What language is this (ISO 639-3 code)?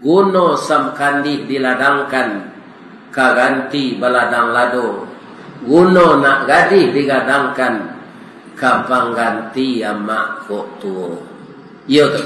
min